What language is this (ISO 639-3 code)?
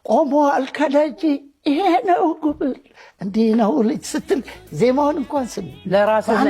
amh